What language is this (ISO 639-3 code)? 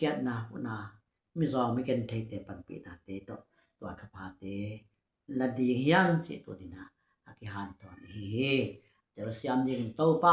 ctd